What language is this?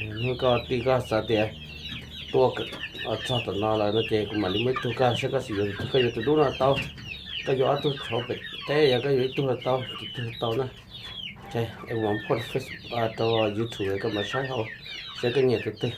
Hmong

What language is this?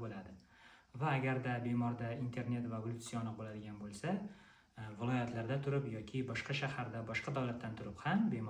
Uzbek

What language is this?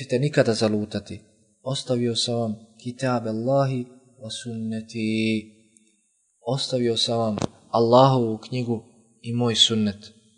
Bosnian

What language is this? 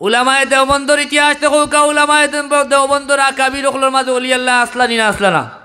Sylheti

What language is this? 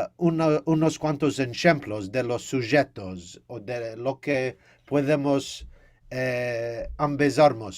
Ladino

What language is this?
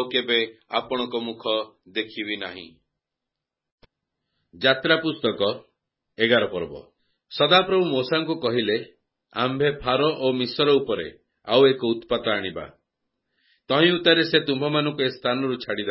Odia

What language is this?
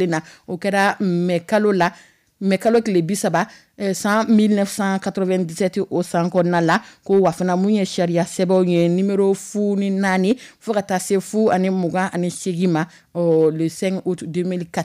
Dyula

